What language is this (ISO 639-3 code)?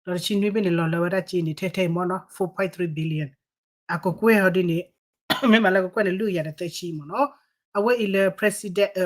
ksw